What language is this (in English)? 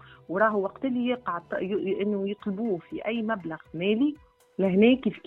Tunisian Arabic